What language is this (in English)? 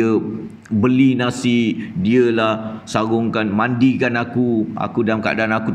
Malay